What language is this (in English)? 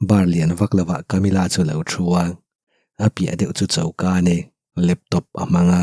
Mizo